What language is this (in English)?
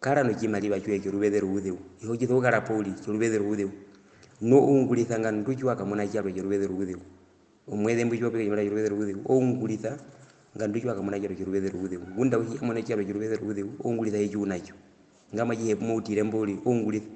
Herero